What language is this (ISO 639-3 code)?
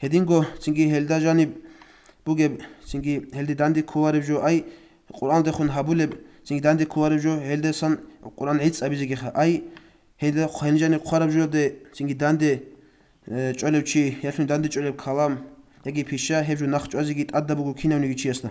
ava